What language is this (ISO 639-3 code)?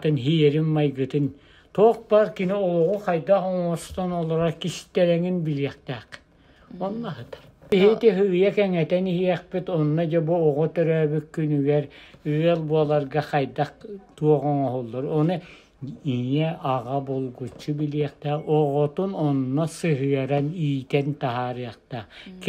sah